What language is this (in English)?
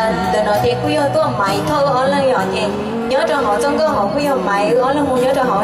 Hmong